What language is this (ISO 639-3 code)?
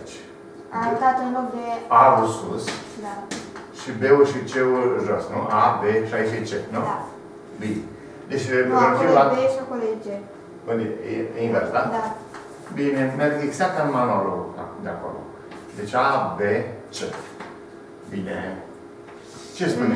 ron